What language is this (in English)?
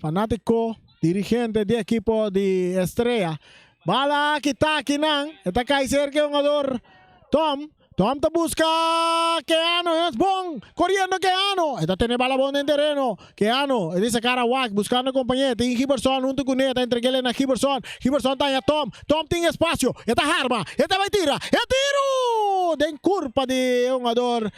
Papiamento